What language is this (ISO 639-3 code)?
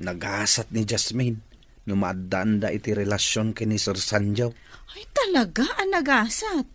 ilo